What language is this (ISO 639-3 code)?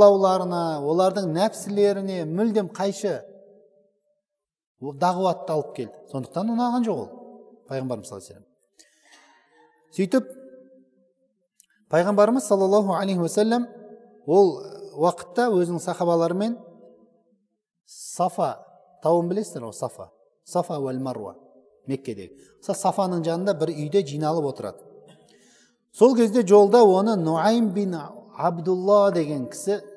kaz